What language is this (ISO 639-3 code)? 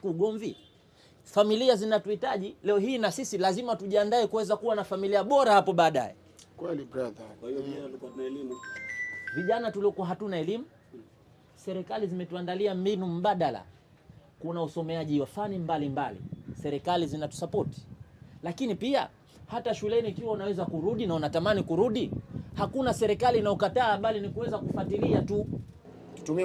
swa